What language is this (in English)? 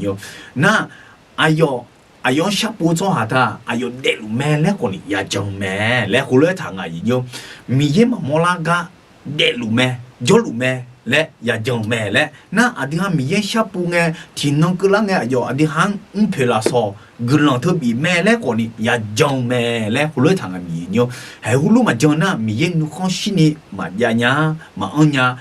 Akha